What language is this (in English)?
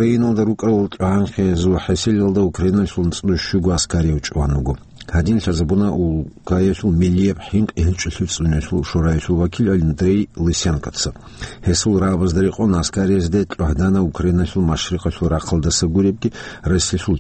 Avaric